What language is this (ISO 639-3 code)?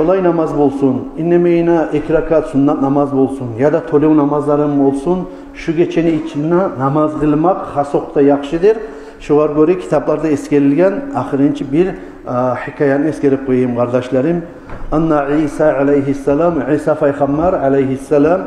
kum